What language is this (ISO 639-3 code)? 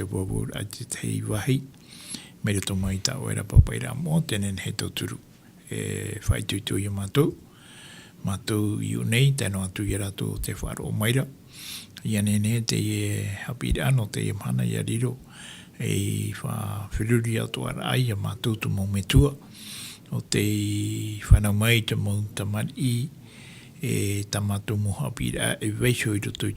tah